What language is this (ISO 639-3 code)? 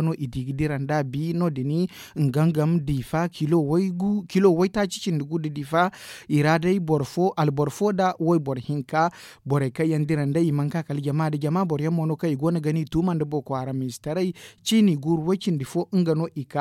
dje